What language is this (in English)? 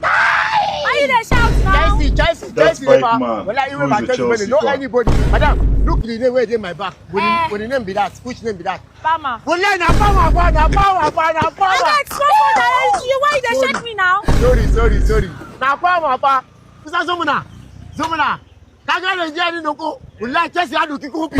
Nigerian Pidgin